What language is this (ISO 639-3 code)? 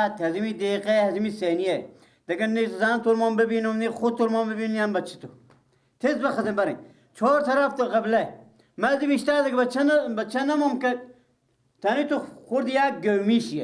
fas